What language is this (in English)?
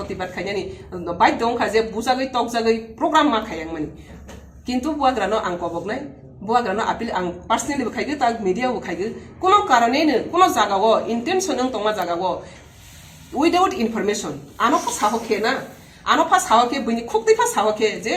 Kok Borok